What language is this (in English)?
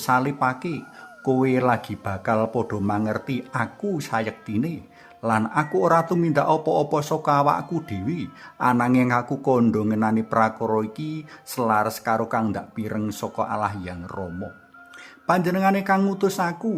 Javanese